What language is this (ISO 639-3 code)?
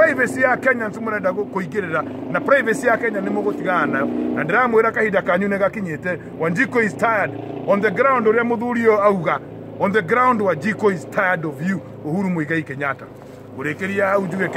kik